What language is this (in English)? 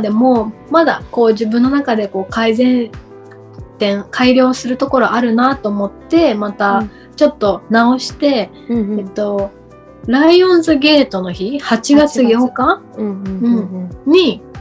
Japanese